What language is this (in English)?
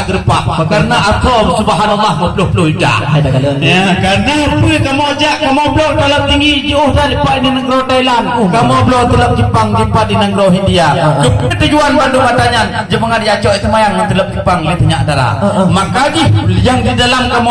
Achinese